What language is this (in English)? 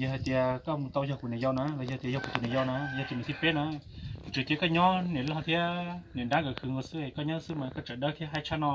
Hmong